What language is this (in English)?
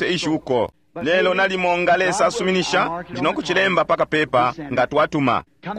Bemba